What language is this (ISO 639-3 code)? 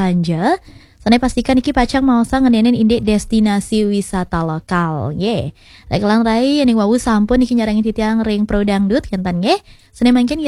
ban